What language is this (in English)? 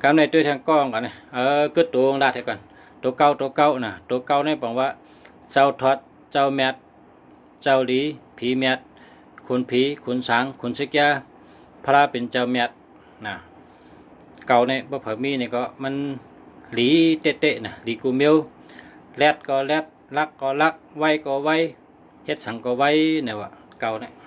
Shan